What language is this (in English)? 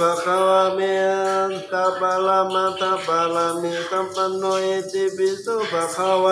Pali